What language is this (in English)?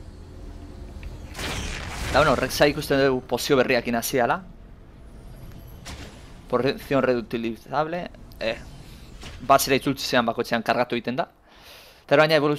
Basque